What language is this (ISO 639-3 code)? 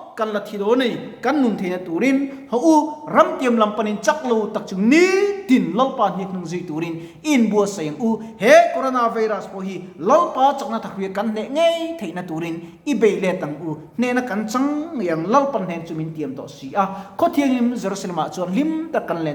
lus